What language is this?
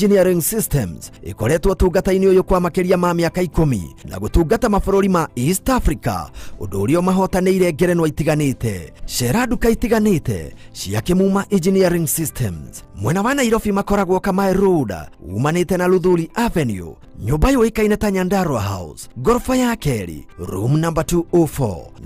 Kikuyu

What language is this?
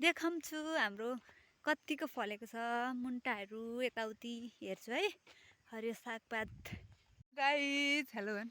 Nepali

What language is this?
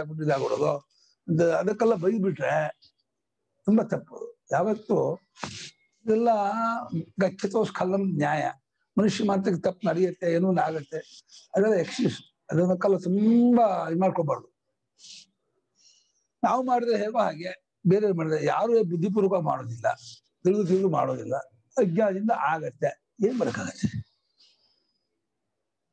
Kannada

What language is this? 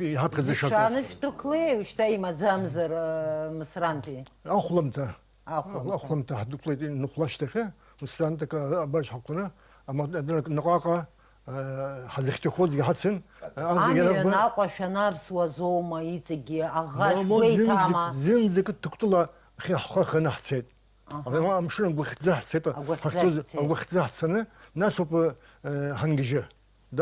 Abkhazian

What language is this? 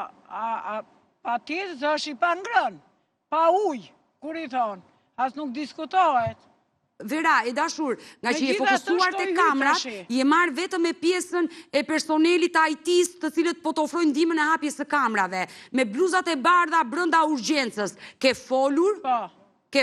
Albanian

